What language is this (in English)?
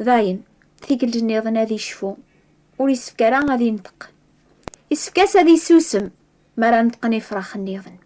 Kabyle